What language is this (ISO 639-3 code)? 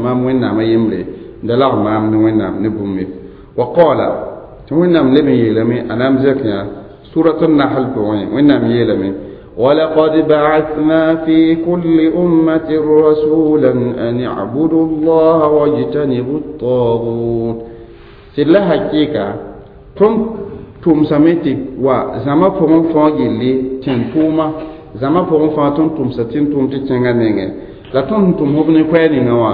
mos